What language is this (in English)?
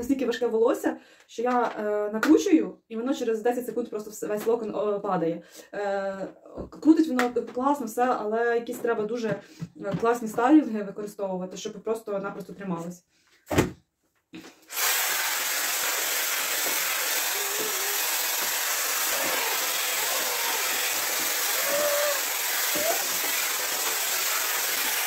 Ukrainian